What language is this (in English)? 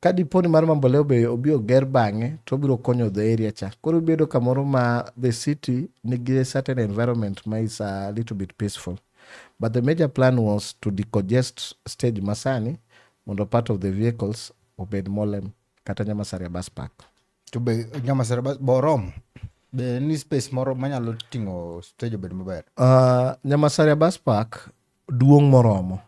Luo (Kenya and Tanzania)